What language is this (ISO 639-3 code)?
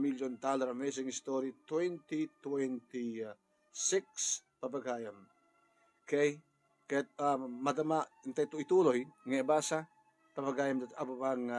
ilo